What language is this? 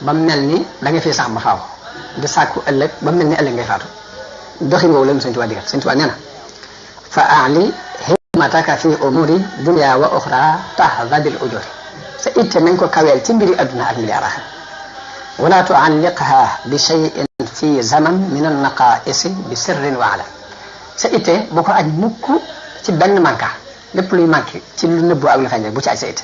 Wolof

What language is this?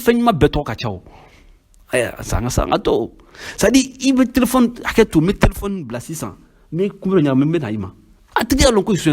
Bambara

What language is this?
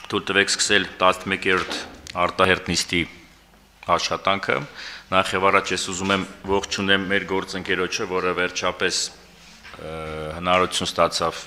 Armenian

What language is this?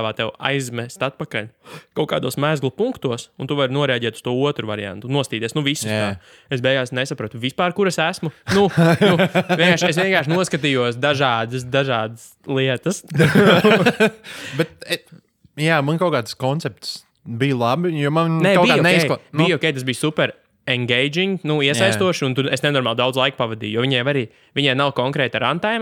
Latvian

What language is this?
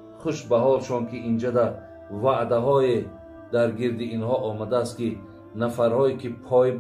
Tajik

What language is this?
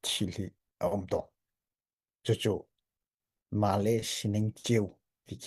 Hakha Chin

